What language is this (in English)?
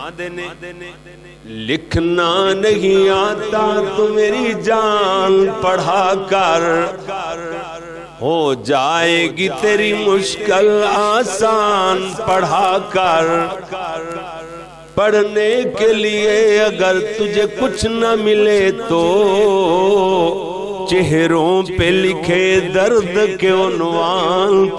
Urdu